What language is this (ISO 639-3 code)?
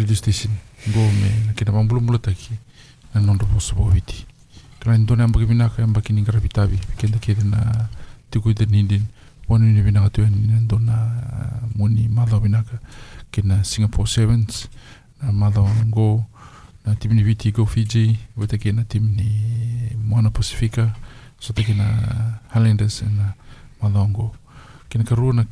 fij